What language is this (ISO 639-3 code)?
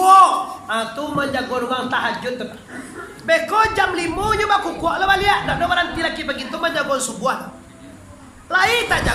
min